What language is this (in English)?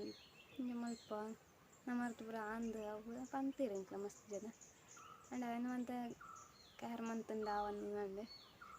Tulu